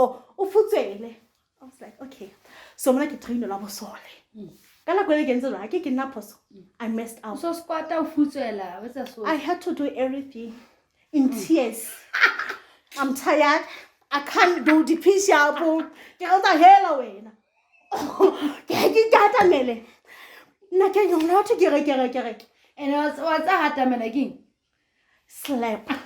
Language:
Southern Sotho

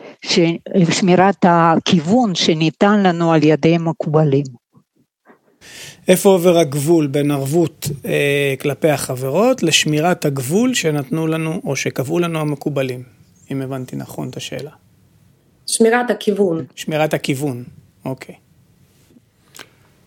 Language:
Hebrew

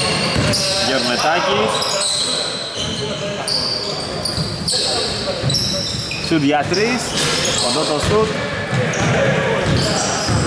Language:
Greek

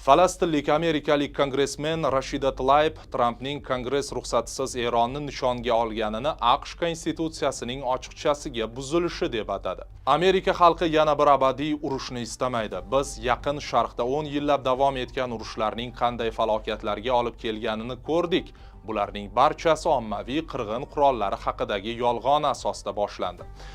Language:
Uzbek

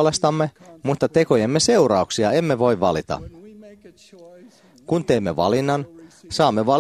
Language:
Finnish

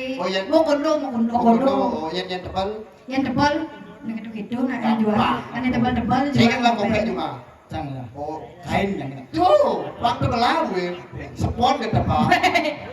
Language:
Balinese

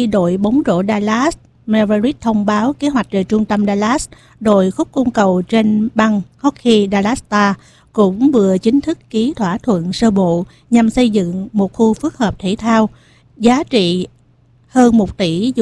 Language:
Vietnamese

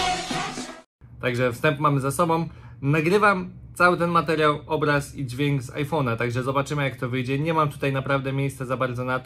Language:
Polish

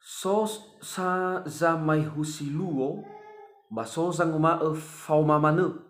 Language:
Nias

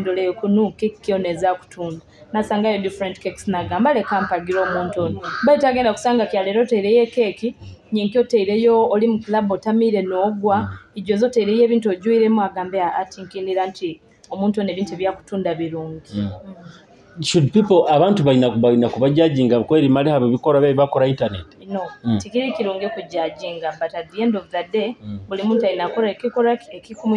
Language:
Nyoro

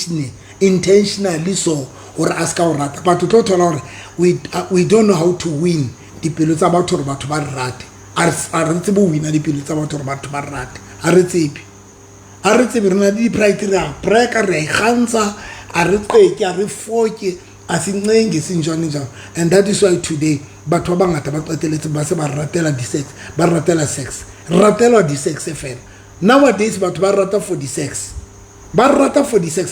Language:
Southern Sotho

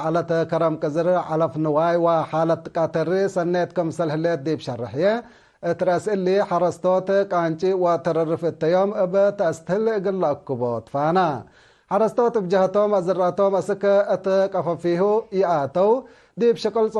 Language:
Tigre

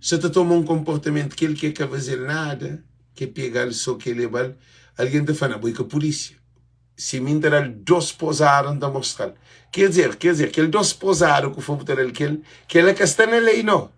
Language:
Kabuverdianu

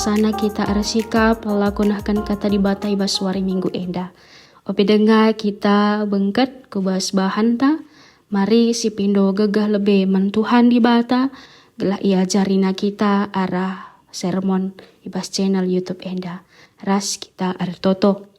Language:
Batak Karo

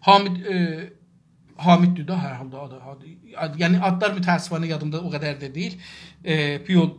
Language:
South Azerbaijani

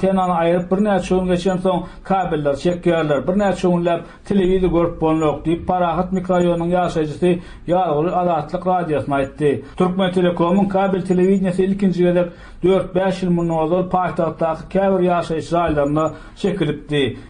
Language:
Turkmen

